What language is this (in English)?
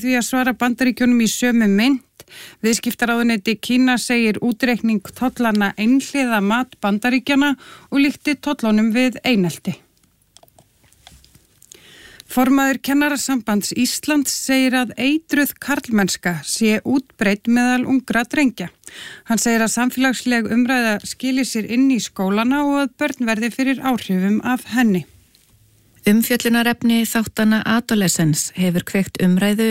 Icelandic